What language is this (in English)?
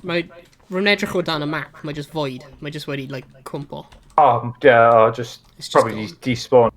Welsh